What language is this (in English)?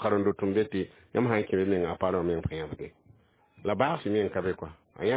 Mossi